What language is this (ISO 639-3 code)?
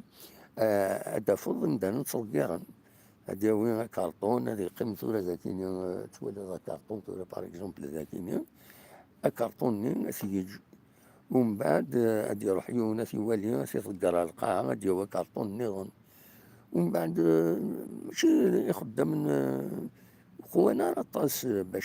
kab